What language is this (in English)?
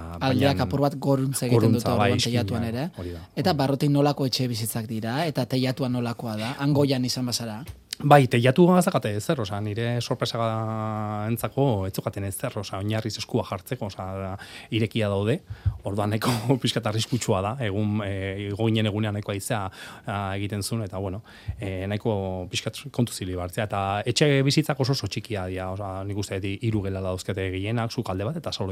Basque